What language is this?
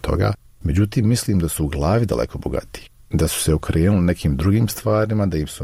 Serbian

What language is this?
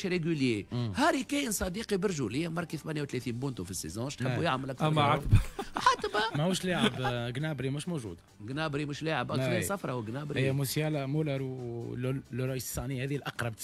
Tunisian Arabic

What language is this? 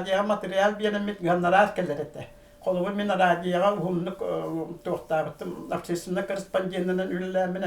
Yakut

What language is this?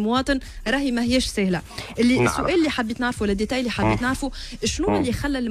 Tunisian Arabic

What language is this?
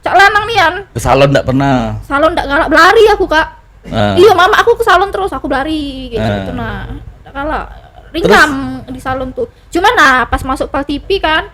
Musi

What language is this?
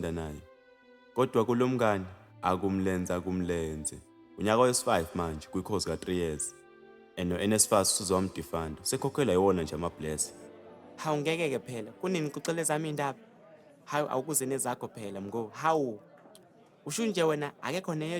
Zulu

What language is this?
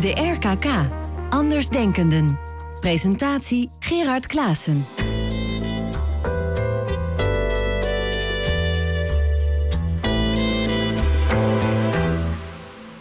Dutch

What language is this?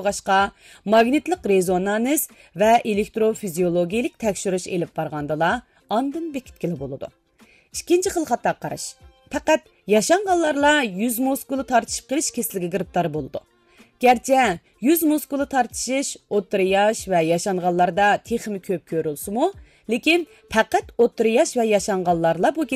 Uyghur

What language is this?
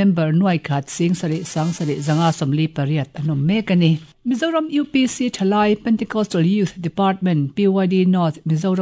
Mizo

